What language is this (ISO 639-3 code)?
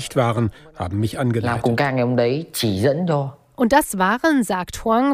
deu